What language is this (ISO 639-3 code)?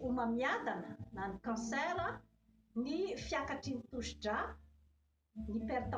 mlg